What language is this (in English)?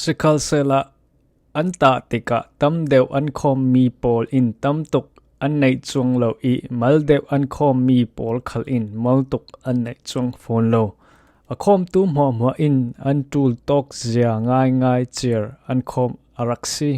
Falam Chin